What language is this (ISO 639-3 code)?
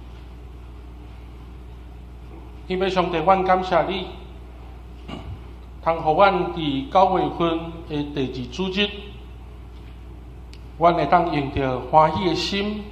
nan